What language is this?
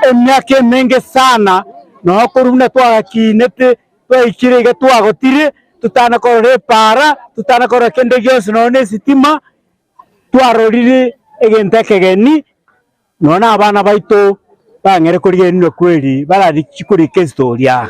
Gusii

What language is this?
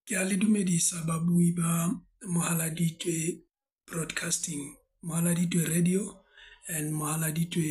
Southern Sotho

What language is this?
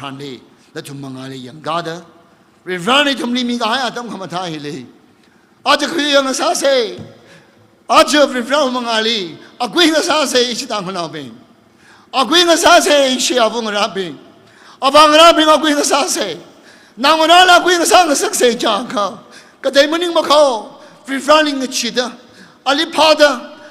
Tangkhul Naga (India)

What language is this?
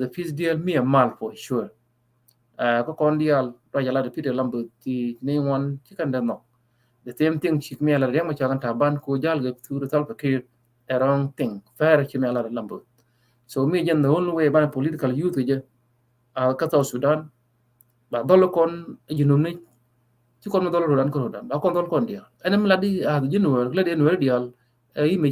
Nuer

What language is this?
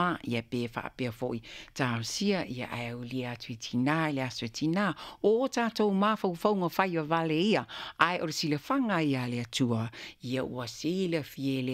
Samoan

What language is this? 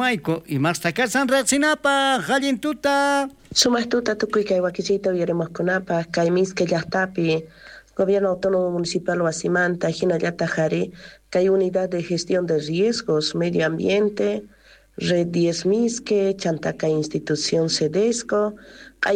South Bolivian Quechua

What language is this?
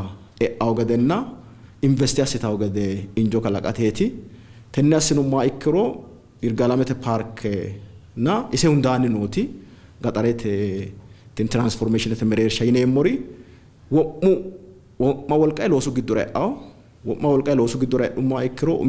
Sidamo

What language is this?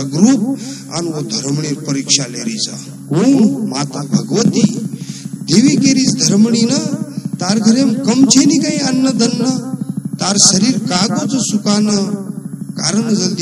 Lambadi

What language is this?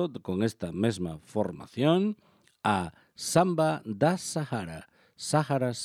Galician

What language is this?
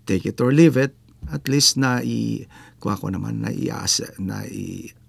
Filipino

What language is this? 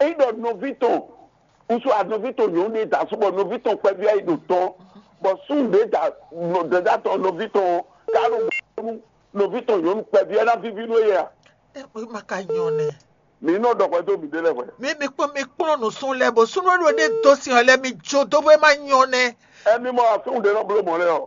Fon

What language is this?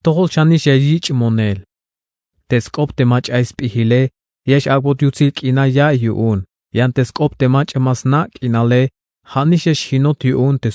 Tzeltal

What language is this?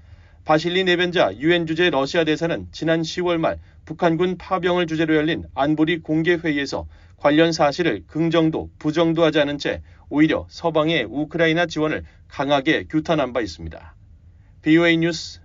Korean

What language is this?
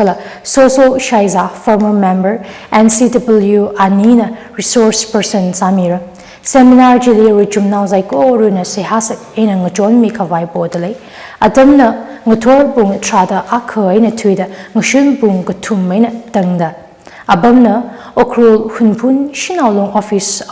Tangkhul Naga (India)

